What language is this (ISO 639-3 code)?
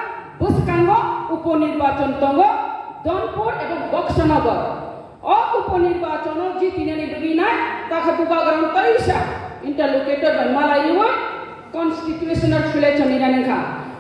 trp